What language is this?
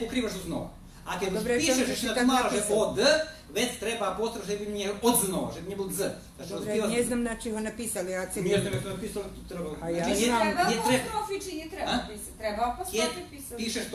Rusyn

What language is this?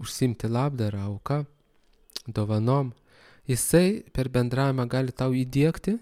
Lithuanian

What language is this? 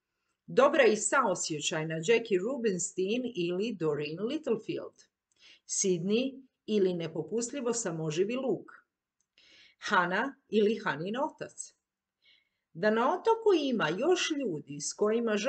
Croatian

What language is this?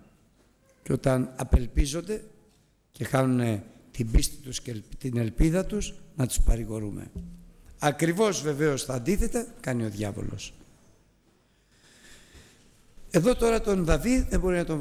Greek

